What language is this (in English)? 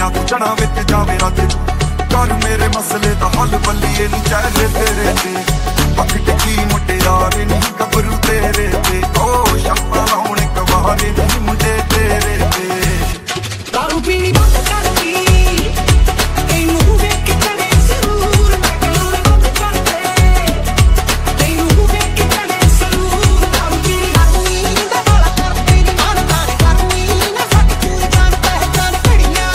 Punjabi